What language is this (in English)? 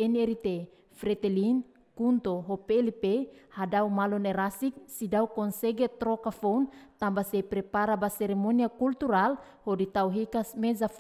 Tetum